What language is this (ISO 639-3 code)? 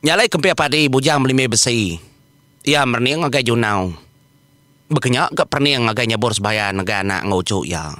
iba